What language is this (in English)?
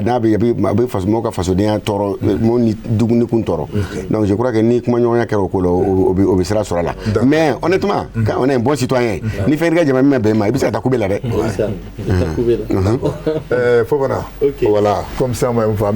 Bambara